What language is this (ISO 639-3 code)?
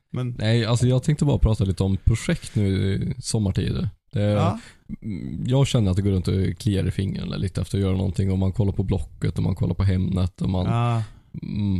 swe